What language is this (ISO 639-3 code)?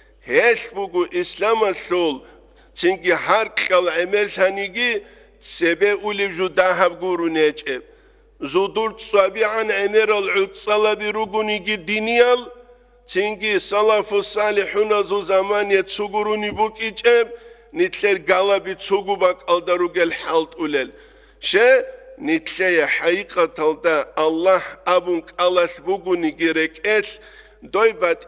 ava